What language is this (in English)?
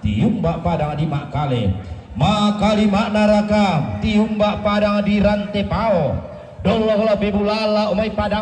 Toraja-Sa'dan